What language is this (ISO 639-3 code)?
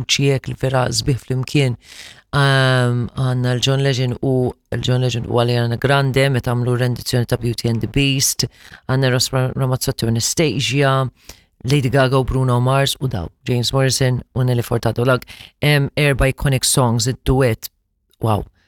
mlt